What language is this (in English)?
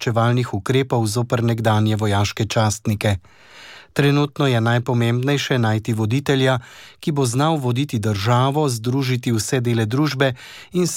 Slovenian